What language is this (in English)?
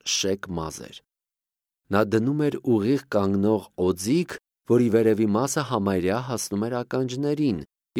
Armenian